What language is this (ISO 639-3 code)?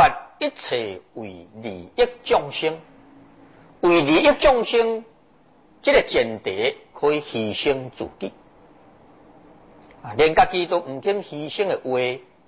zho